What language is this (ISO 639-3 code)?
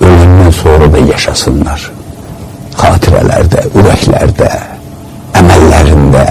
aze